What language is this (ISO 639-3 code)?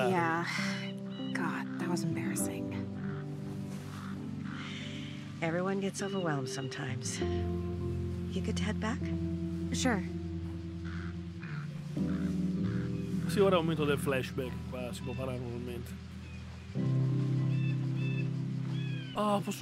ita